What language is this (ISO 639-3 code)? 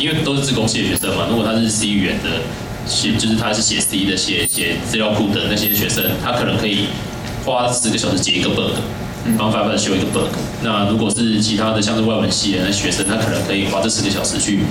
zho